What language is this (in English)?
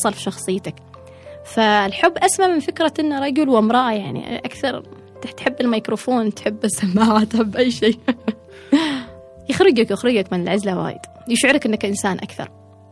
Gulf Arabic